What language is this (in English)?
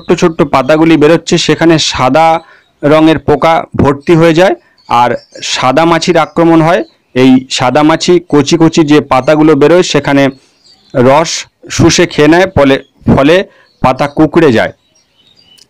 Bangla